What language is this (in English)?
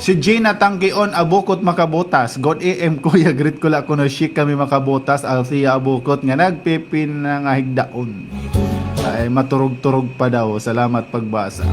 Waray